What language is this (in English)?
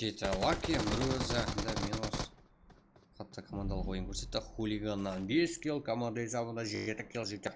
Kara-Kalpak